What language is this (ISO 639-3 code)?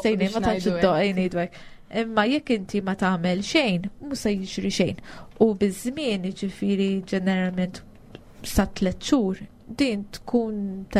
mlt